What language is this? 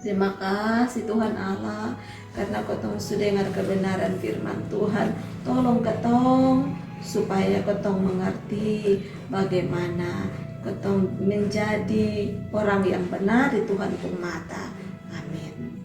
Kupang Malay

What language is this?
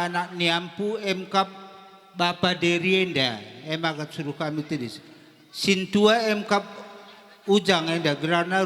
Batak Karo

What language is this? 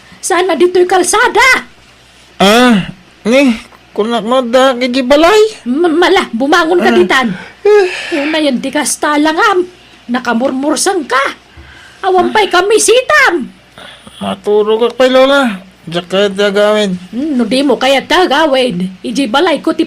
Iloko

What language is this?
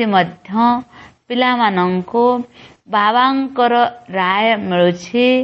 Odia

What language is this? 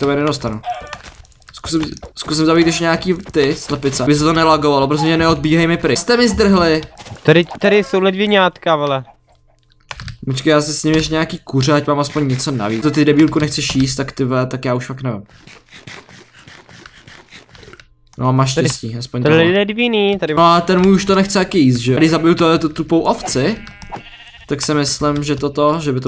Czech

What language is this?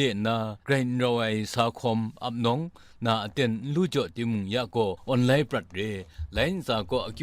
Kachin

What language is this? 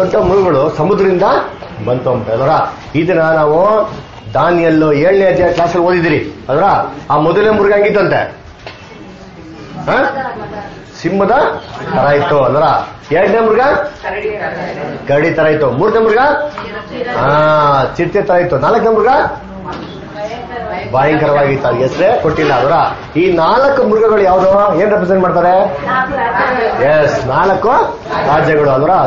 Kannada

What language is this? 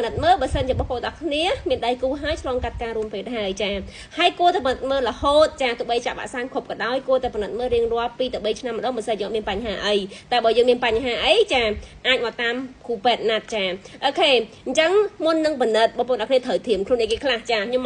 Khmer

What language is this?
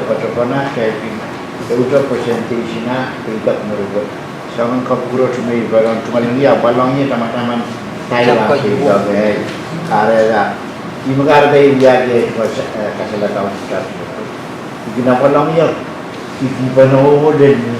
Pohnpeian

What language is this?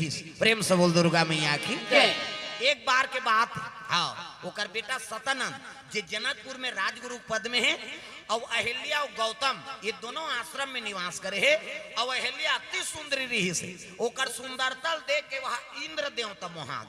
Chhattisgarhi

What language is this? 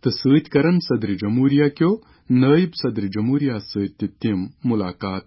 Kashmiri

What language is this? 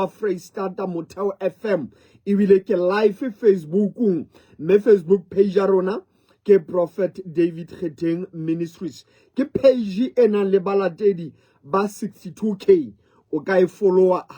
Southern Sotho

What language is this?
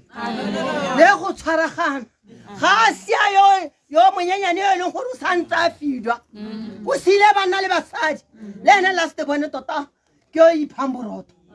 Tswana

